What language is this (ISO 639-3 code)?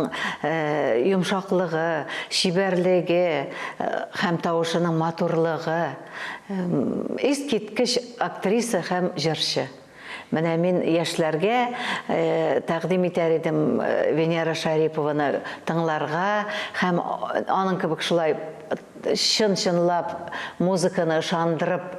tat